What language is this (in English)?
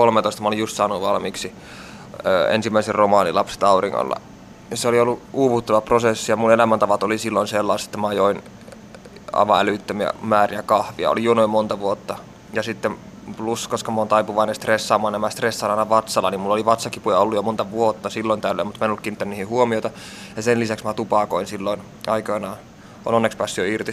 Finnish